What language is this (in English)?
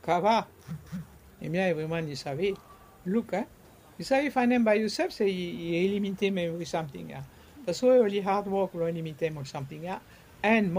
Bislama